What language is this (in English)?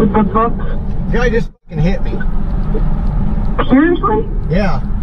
English